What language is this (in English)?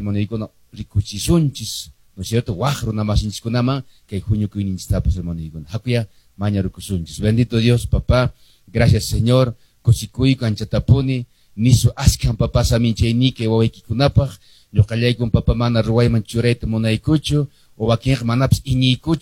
Quechua